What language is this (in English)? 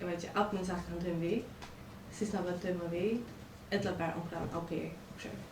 Faroese